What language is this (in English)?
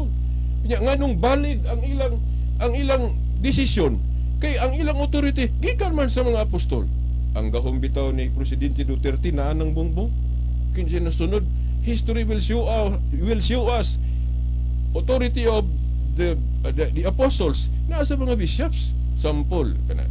Cebuano